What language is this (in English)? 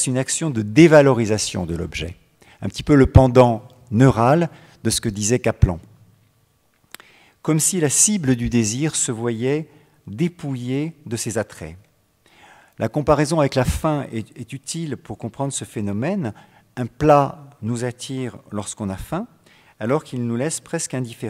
French